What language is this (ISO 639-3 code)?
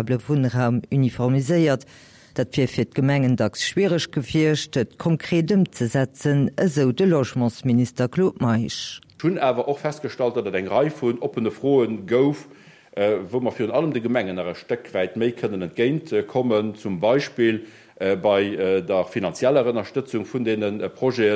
ltz